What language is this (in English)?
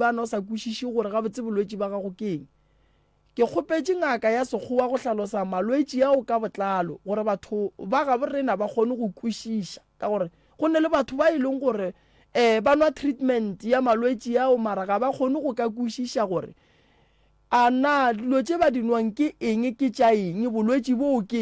Northern Sotho